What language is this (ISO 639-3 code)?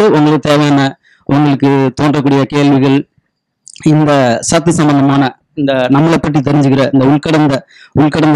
tam